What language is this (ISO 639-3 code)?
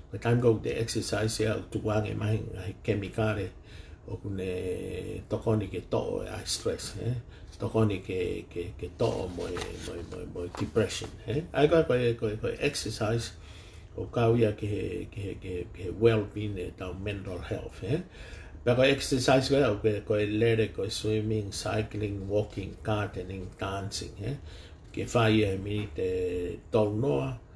ton